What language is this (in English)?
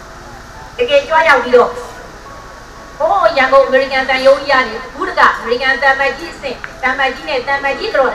Burmese